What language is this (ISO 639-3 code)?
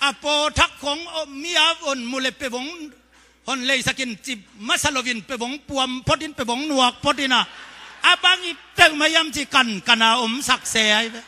ctd